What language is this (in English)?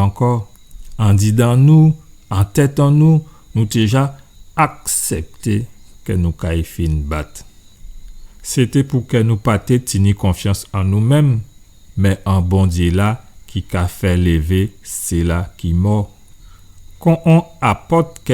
Guadeloupean Creole French